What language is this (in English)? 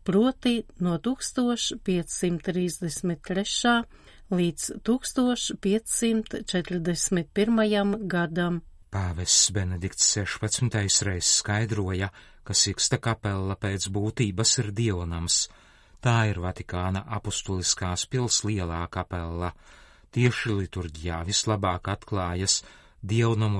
Latvian